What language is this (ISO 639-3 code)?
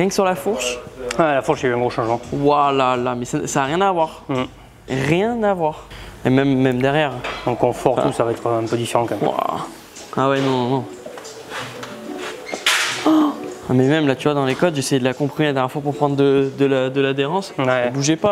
fra